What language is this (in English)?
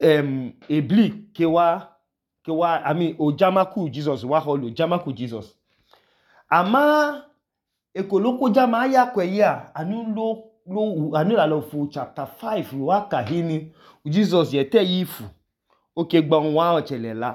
Idoma